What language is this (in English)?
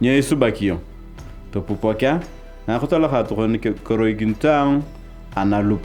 Turkana